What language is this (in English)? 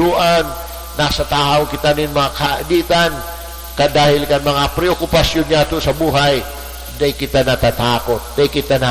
Bikol